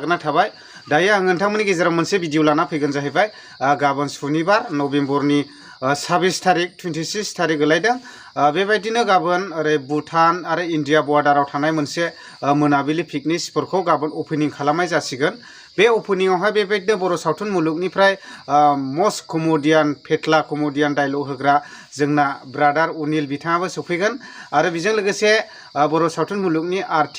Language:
Bodo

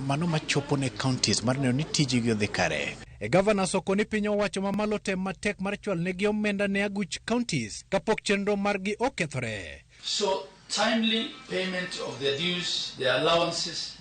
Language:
Luo (Kenya and Tanzania)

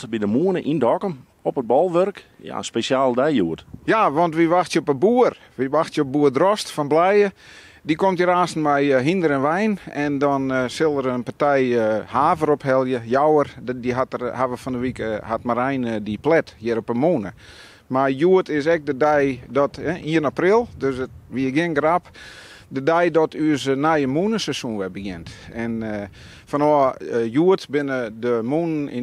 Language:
Western Frisian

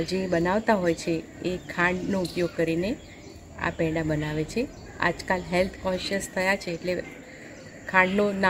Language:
Gujarati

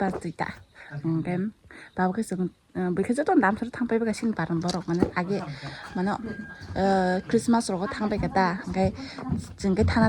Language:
Kok Borok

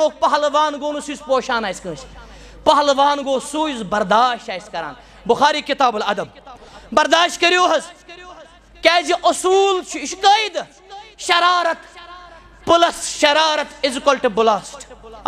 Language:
Kashmiri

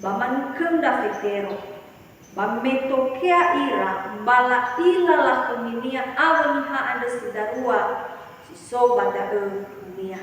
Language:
Nias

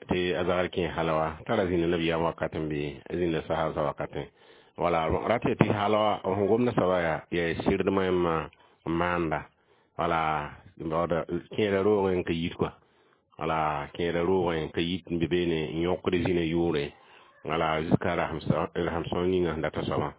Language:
Mossi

